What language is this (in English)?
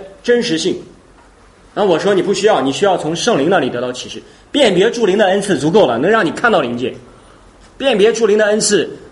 Chinese